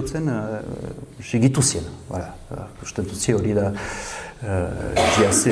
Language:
Basque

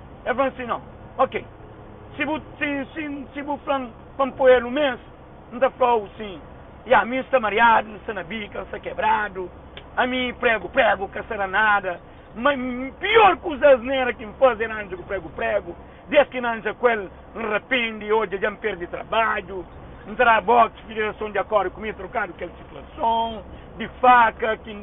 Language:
Kabuverdianu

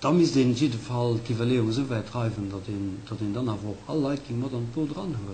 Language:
Luxembourgish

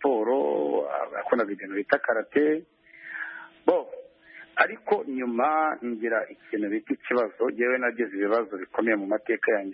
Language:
Kinyarwanda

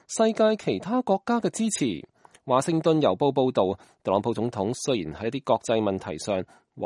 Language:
Cantonese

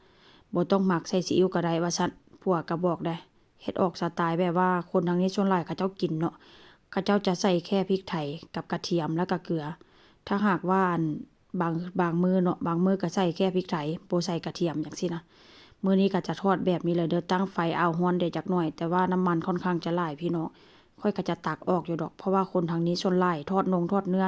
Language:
Northeastern Thai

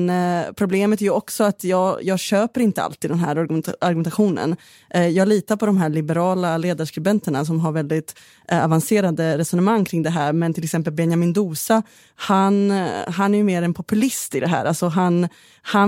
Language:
Swedish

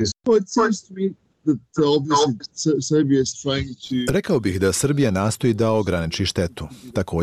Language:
Bosnian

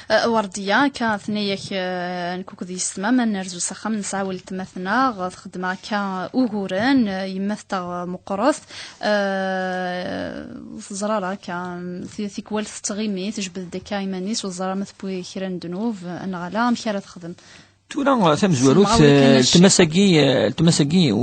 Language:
Kabyle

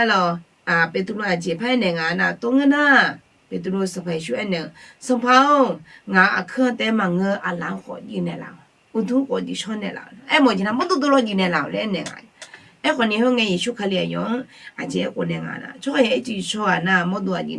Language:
Akha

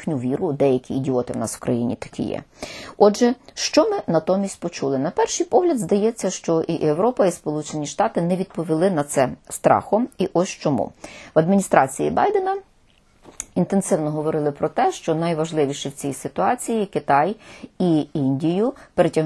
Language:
Ukrainian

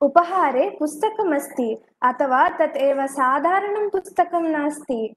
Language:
Sanskrit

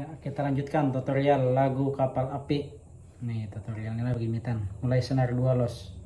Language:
Banjar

